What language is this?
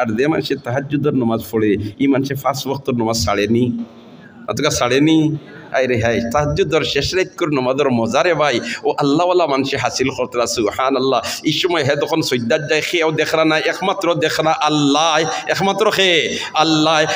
Sylheti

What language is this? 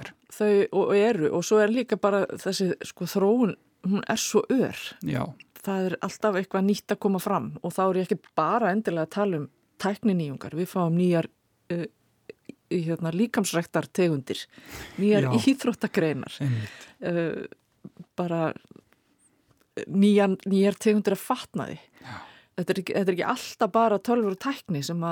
Icelandic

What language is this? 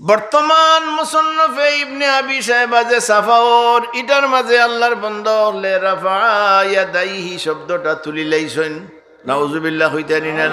Sylheti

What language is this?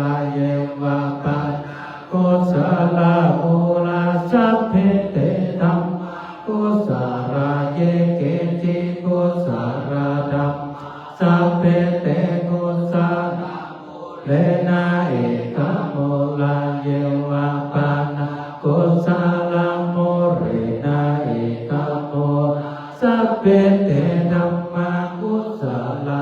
Pali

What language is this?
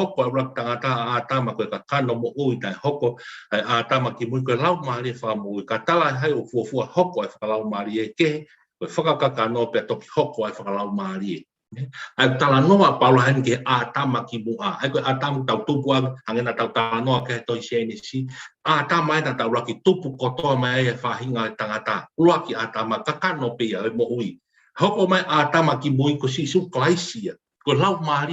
Tongan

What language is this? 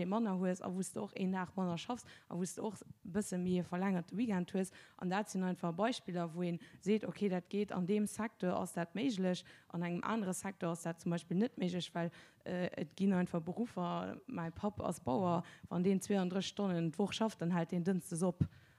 Luxembourgish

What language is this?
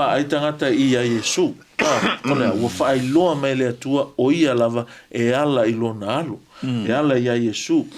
Samoan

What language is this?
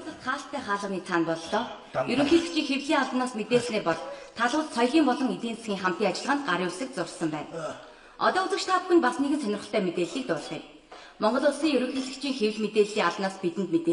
Mongolian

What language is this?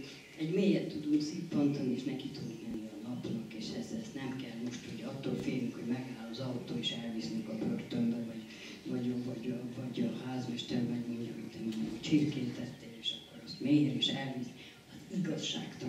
Hungarian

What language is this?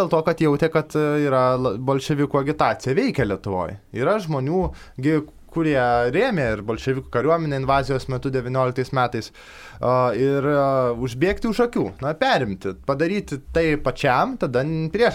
Lithuanian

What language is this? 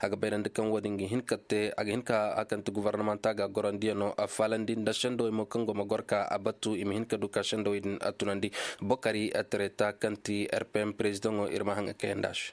Koyraboro Senni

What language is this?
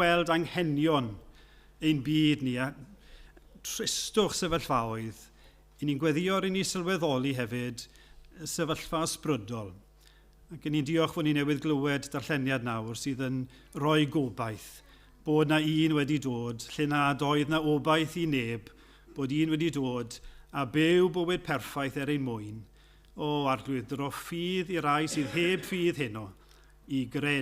Welsh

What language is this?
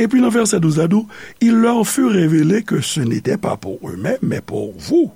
Haitian Creole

